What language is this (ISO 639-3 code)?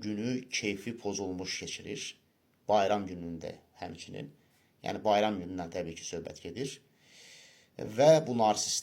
aze